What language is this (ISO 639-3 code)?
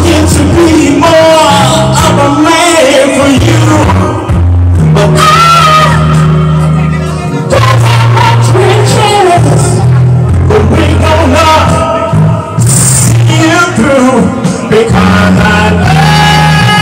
eng